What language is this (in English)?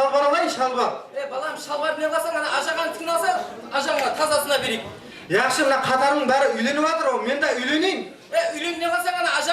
Kara-Kalpak